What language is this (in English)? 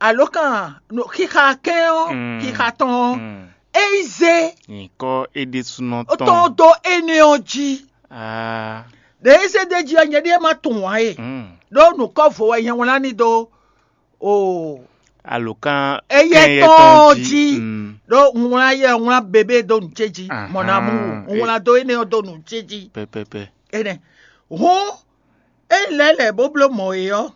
Fon